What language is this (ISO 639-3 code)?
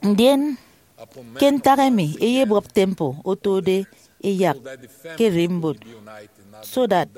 efi